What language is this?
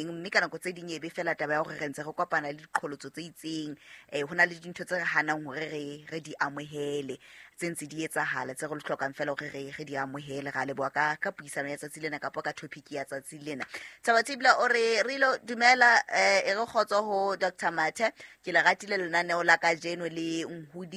Southern Sotho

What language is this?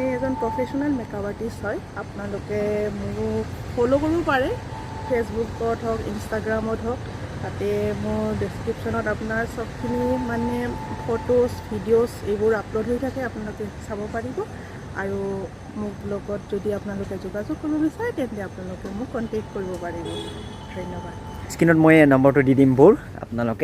Assamese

